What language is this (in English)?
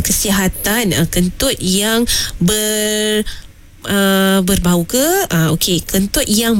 Malay